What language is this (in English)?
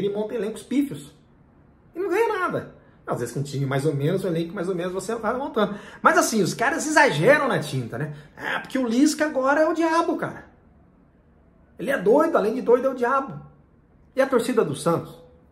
Portuguese